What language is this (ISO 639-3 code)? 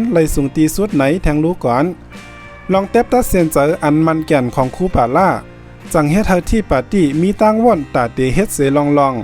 shn